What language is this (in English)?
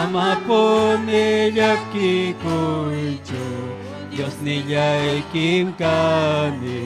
Ayacucho Quechua